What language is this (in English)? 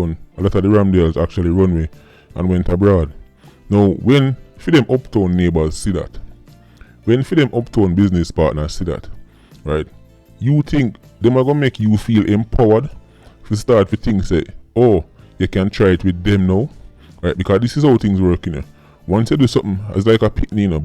Jamaican Creole English